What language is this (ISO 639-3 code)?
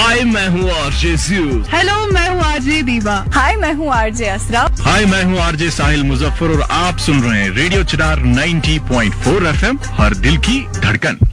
hin